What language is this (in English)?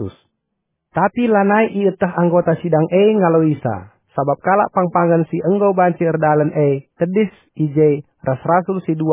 Batak Karo